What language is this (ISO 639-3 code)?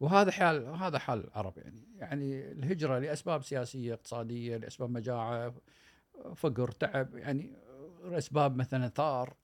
afb